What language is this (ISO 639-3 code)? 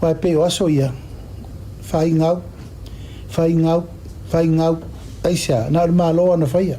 smo